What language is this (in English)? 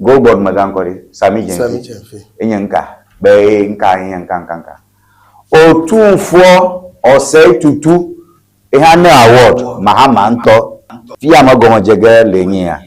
Ewe